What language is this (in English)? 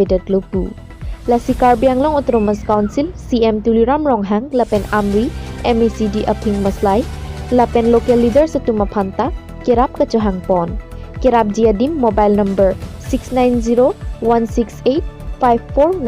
Karbi